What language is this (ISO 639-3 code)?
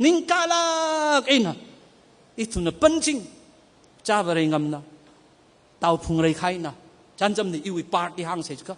nmf